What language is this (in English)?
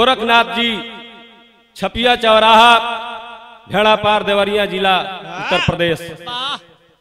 Bhojpuri